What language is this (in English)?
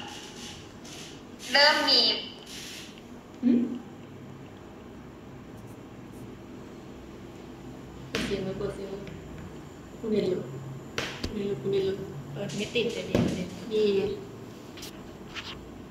Thai